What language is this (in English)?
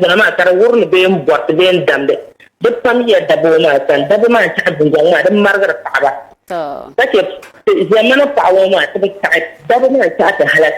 Dagbani